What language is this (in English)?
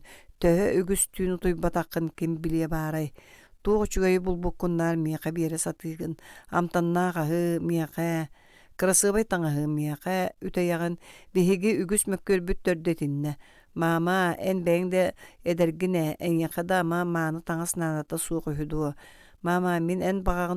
Yakut